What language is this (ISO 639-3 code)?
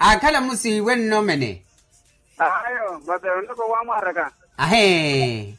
vmw